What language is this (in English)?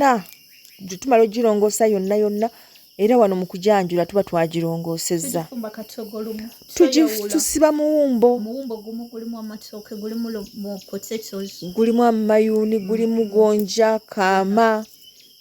Ganda